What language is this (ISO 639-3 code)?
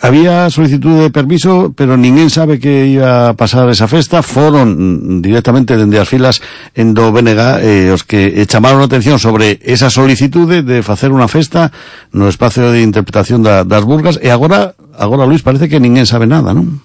glg